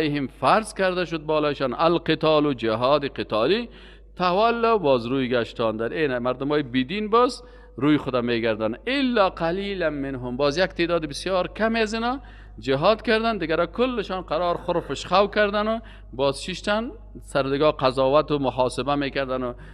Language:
Persian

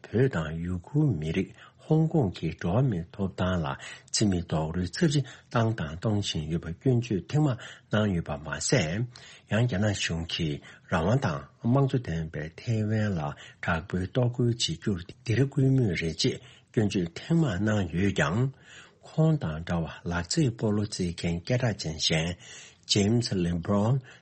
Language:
Tibetan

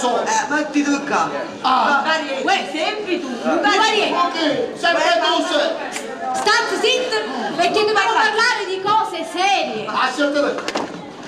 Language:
Neapolitan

